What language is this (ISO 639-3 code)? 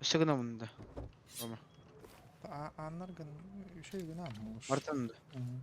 sah